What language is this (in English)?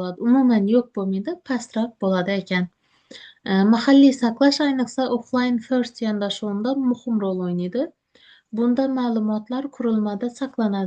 Uzbek